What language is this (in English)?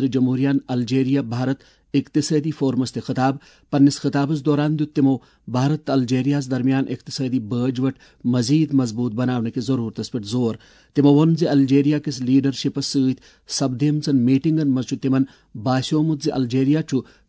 Kashmiri